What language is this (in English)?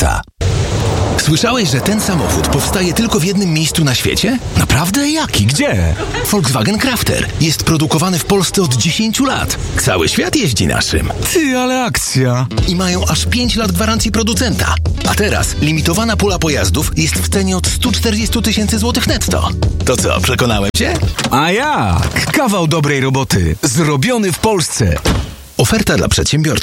Polish